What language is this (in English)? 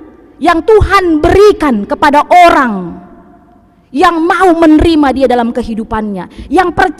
Batak Karo